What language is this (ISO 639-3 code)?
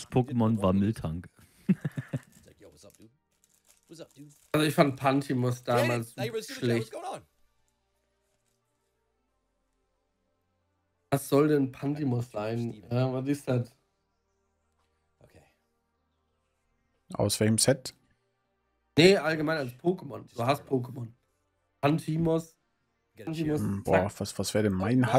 deu